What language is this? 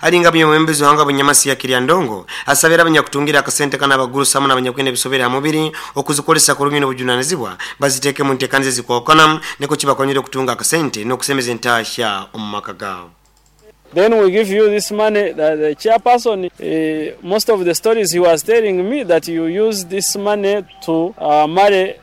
Nyoro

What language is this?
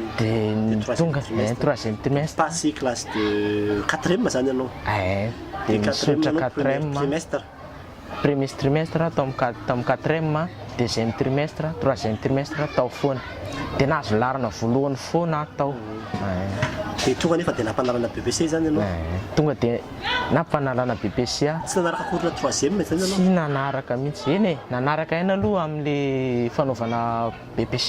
Malagasy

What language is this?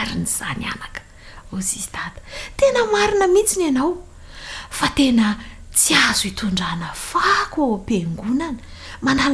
Malagasy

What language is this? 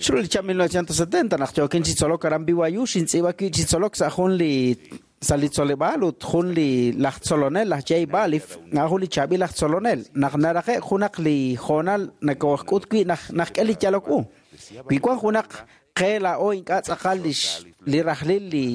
Kekchí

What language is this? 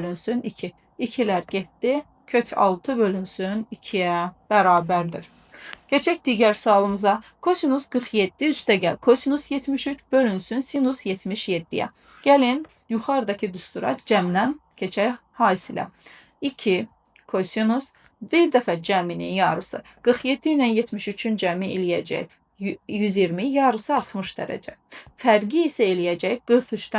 Azerbaijani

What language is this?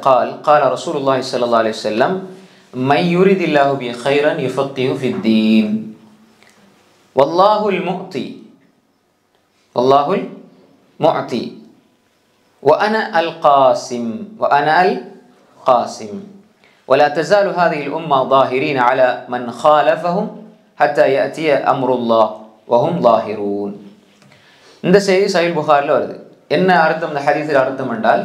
Tamil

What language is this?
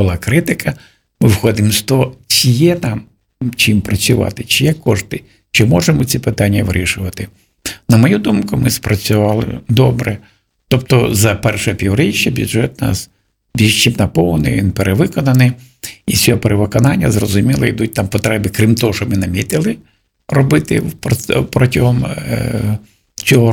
Ukrainian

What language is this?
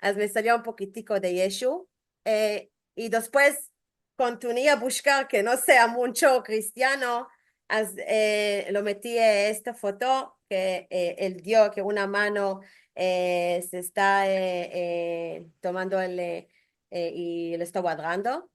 Ladino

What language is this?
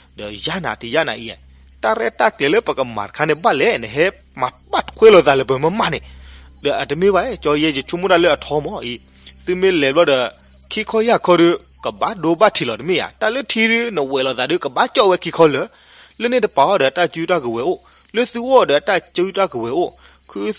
S'gaw Karen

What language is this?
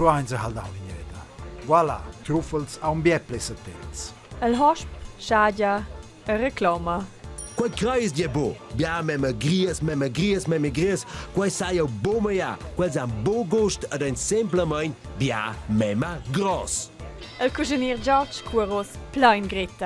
Romansh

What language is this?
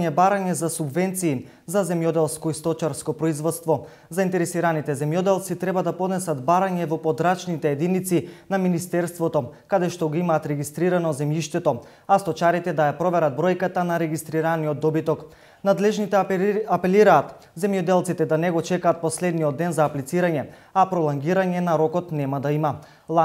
Macedonian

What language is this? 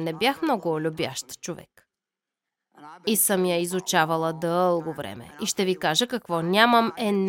Bulgarian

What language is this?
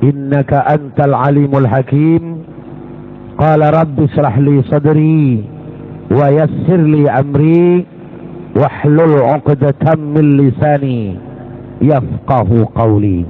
Madurese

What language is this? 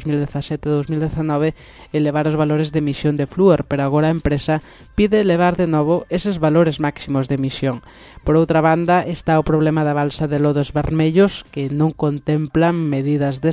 Galician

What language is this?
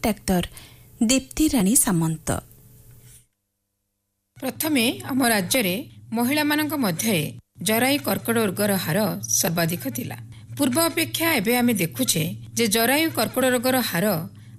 Odia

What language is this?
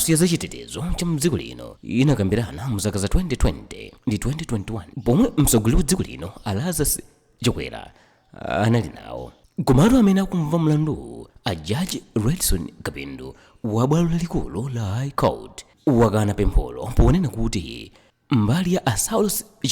Nyanja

